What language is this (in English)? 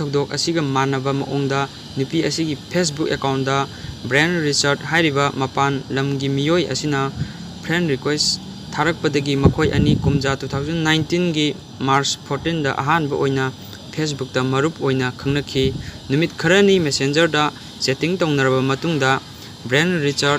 Manipuri